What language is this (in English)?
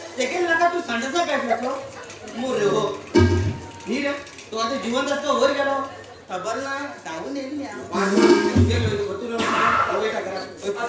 Konkani